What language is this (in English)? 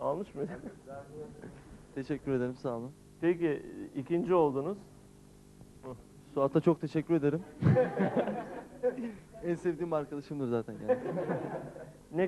Turkish